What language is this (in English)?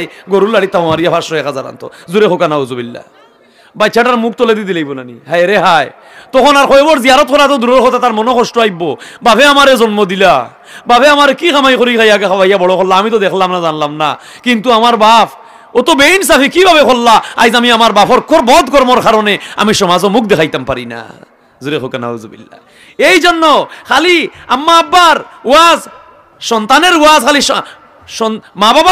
Sylheti